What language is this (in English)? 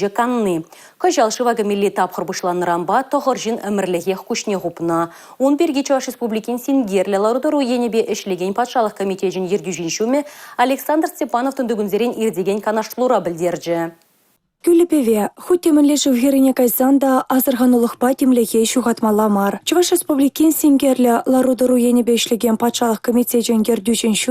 Chuvash